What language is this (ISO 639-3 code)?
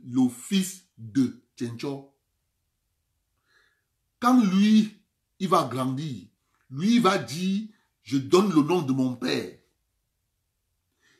fra